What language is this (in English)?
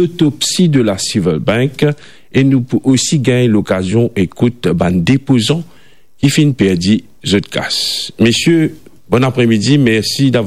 Morisyen